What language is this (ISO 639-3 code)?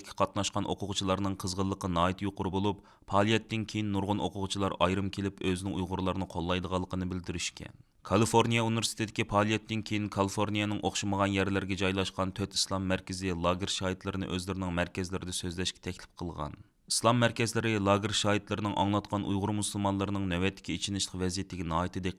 uig